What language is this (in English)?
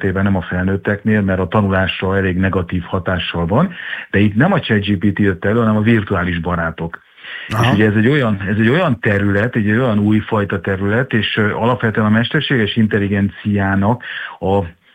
Hungarian